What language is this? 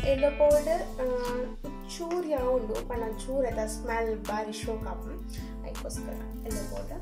Tulu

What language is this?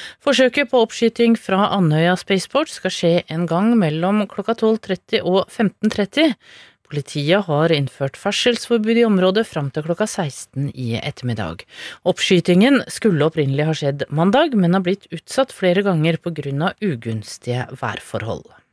Norwegian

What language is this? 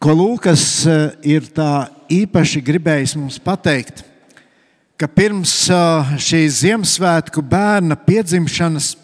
Latvian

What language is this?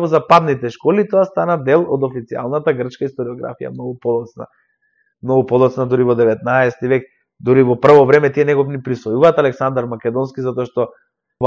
Macedonian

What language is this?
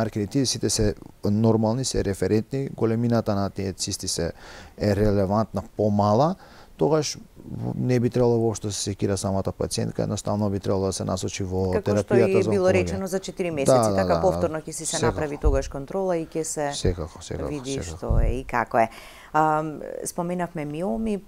Macedonian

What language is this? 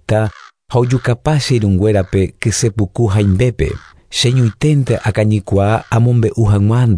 Guarani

